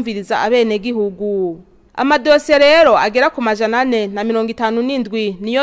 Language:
Rundi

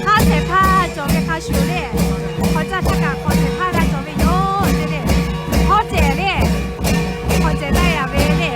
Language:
Lahu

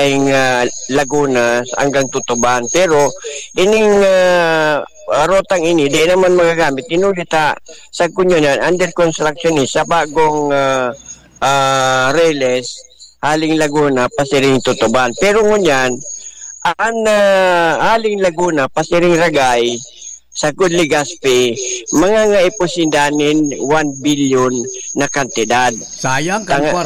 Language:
Bikol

